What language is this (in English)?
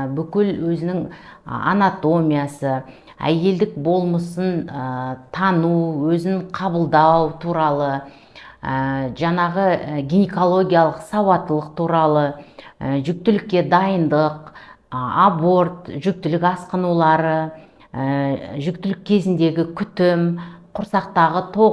Kazakh